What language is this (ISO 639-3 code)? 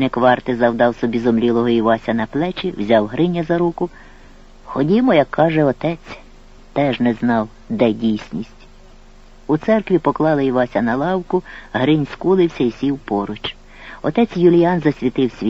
ukr